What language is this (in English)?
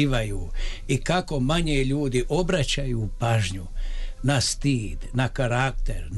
Bosnian